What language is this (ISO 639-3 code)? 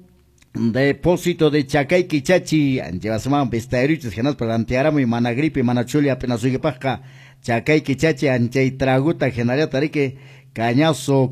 que